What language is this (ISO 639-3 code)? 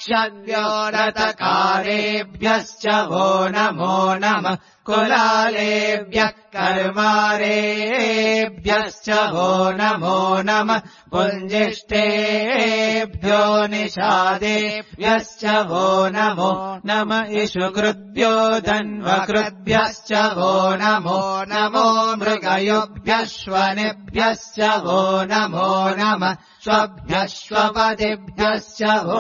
san